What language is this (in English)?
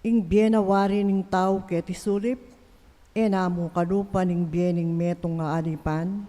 Pampanga